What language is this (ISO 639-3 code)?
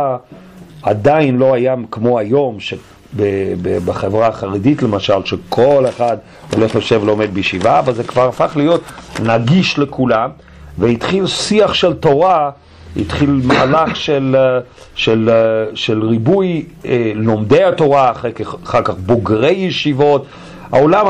heb